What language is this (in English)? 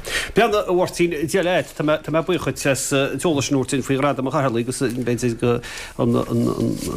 Irish